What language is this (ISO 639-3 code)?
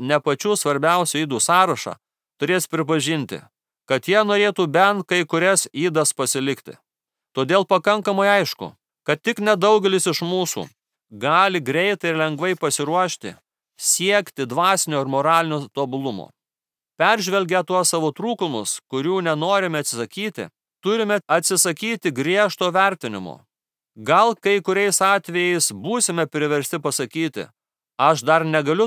lit